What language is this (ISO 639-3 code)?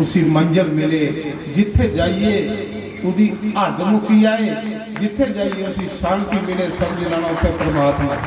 doi